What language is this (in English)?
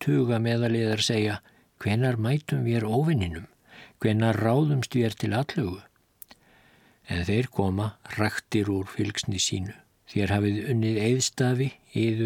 Icelandic